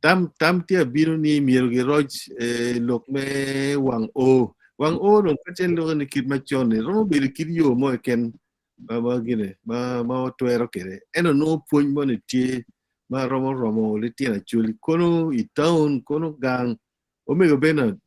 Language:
Acoli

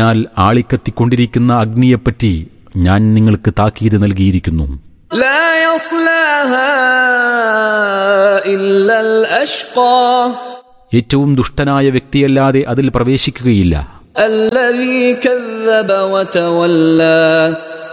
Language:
Malayalam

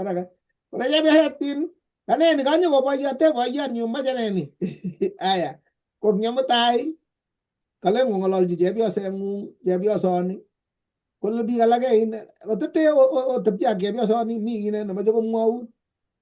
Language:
Kalenjin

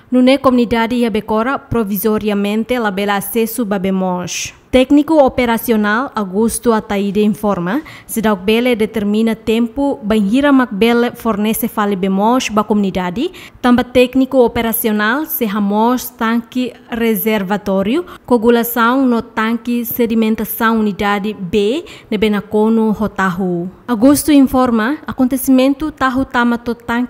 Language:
Tetum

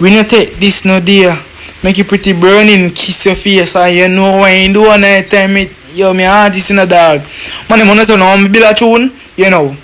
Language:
Jamaican Creole English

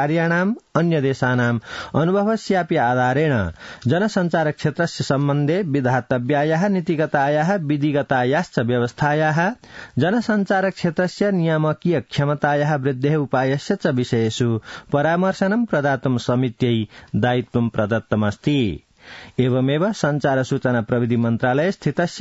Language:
Sanskrit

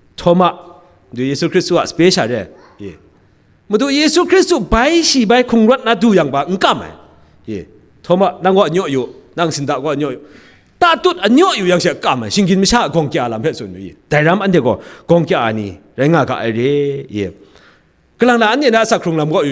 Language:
Kachin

